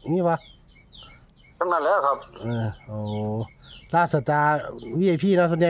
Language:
Northeastern Thai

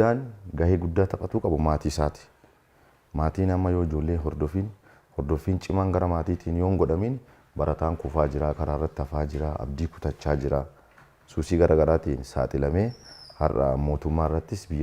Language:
Oromo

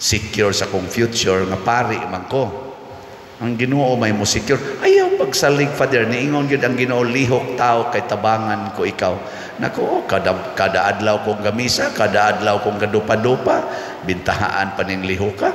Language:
Cebuano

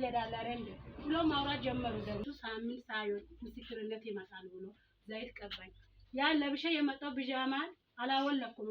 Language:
Amharic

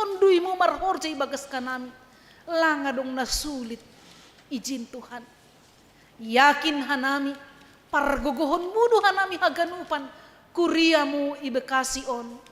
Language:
Batak Simalungun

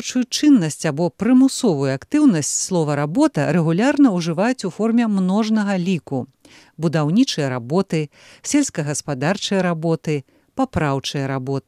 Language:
Belarusian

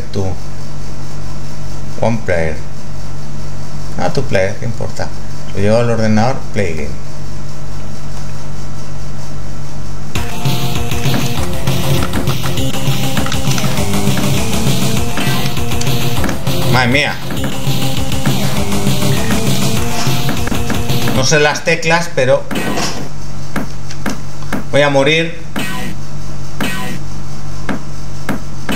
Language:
Spanish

